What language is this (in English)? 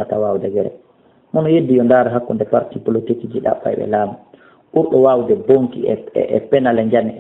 Fula